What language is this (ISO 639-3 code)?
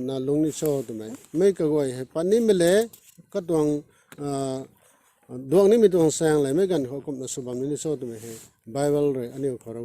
nbu